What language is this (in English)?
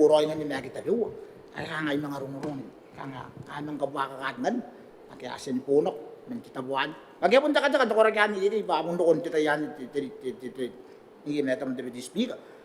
Gilbertese